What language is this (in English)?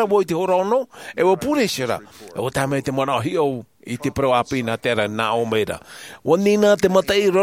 Tahitian